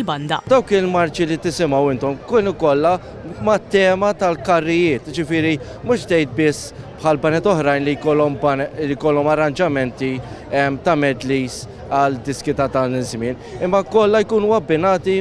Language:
Maltese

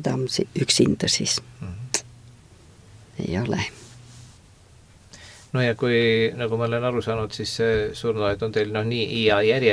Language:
Estonian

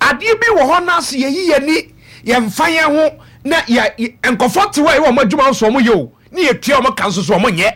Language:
Akan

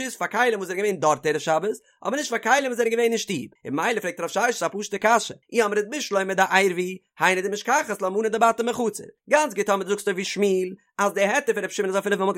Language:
Yiddish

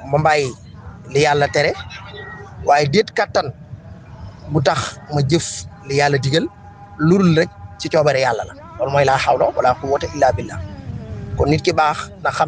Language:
Wolof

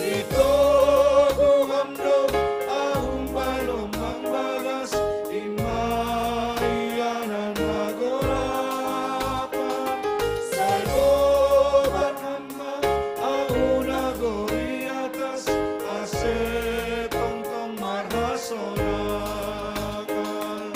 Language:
Batak Simalungun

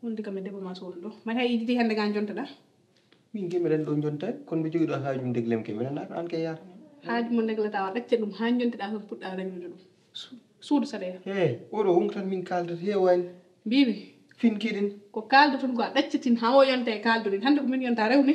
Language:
Fula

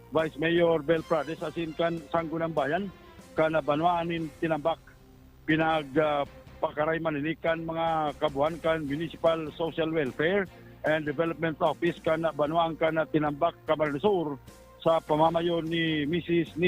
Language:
Bikol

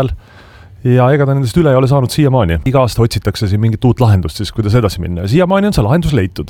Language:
Estonian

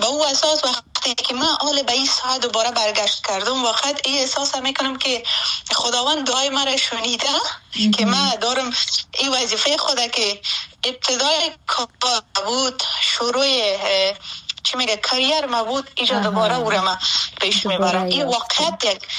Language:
Persian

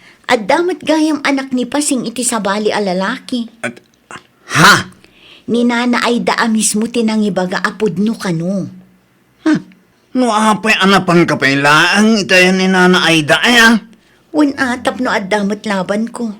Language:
Iloko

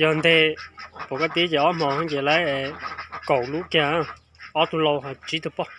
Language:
Hmong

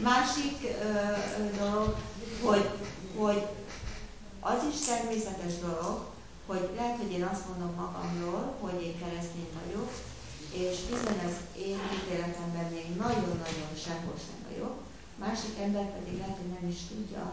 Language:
Hungarian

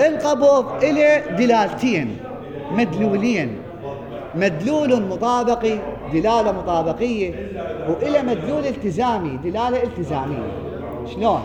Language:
Mesopotamian Arabic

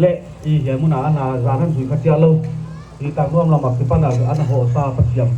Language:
Paite Chin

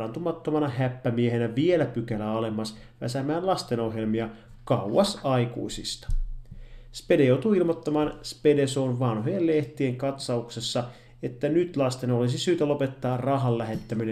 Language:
Finnish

